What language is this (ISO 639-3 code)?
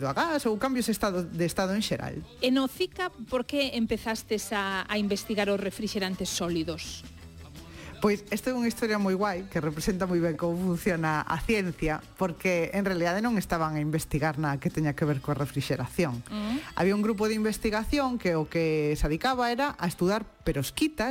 glg